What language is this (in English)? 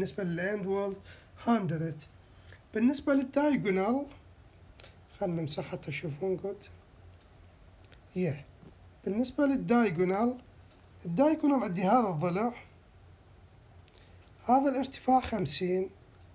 Mesopotamian Arabic